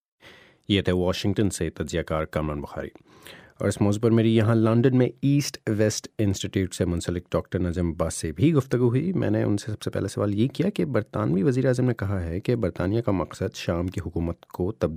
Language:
Urdu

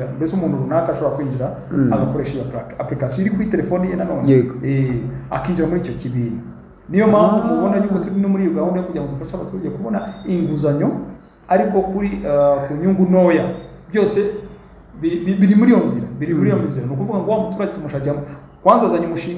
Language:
Kinyarwanda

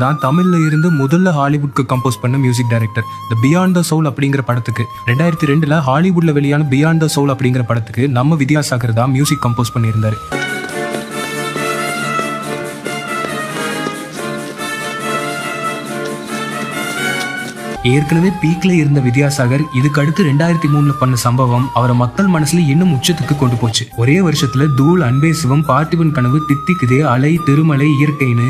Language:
Tamil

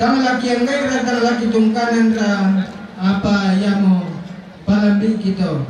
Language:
Toraja-Sa'dan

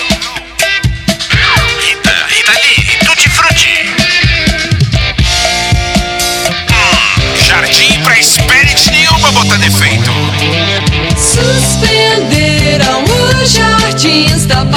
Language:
Portuguese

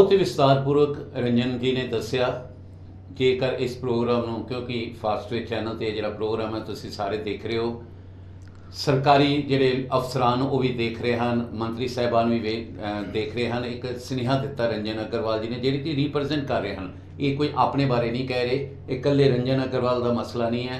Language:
Punjabi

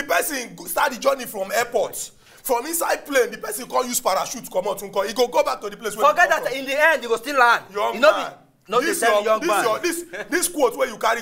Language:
Nigerian Pidgin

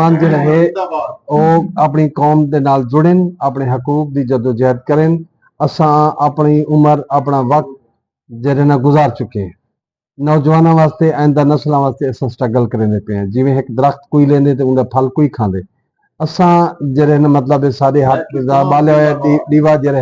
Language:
Saraiki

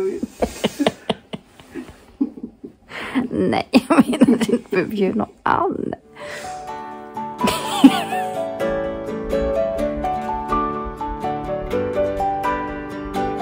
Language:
Swedish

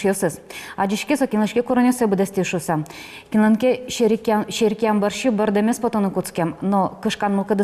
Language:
Udmurt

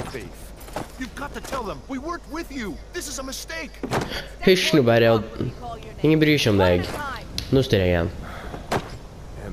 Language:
Norwegian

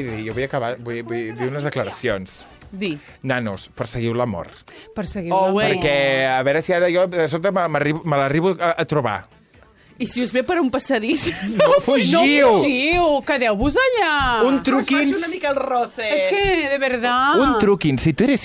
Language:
Catalan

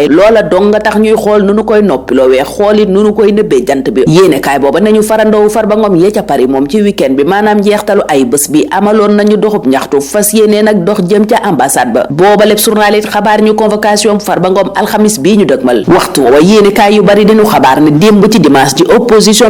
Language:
Wolof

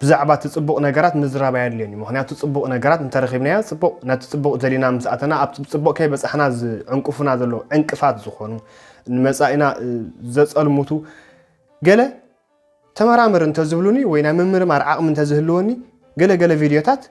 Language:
Tigrinya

